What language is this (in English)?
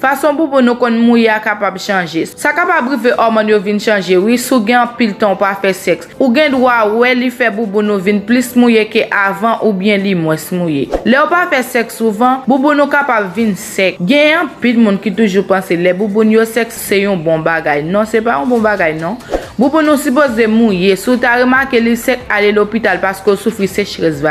Haitian Creole